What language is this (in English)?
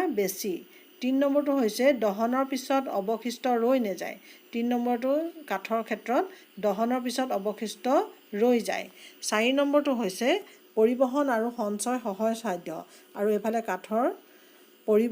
Assamese